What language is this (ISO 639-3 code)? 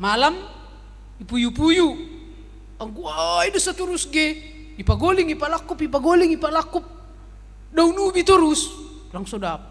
bts